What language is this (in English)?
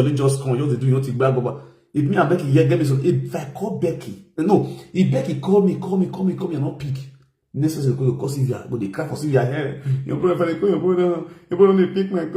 Nigerian Pidgin